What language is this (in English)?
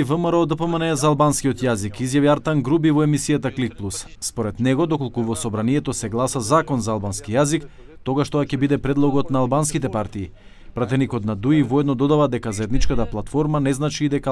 Macedonian